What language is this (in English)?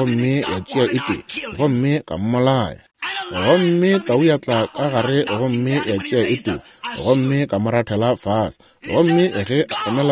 Northern Sotho